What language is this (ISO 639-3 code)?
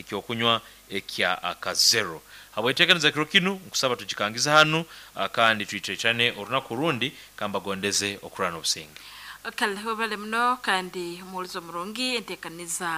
nyn